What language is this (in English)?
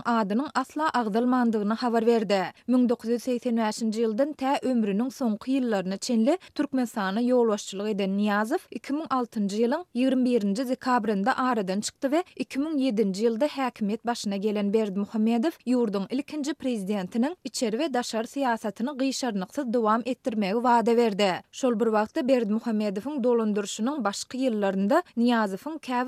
Turkmen